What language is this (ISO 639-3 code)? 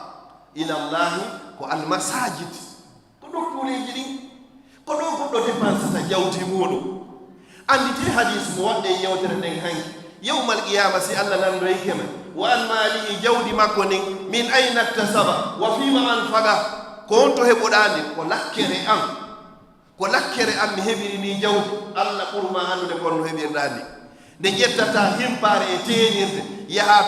ful